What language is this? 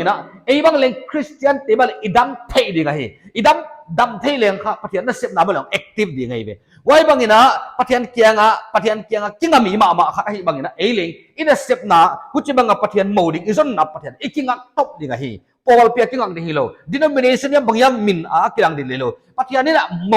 Paite Chin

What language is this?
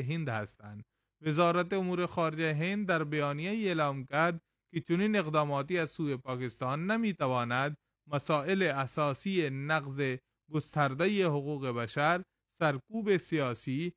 Persian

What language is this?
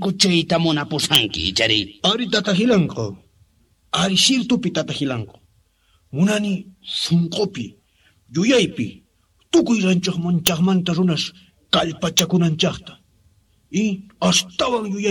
Quechua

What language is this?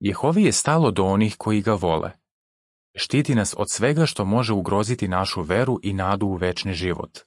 Serbian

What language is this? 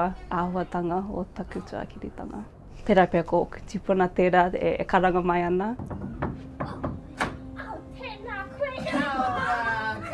Māori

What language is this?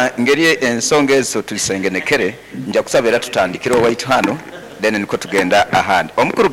Nyoro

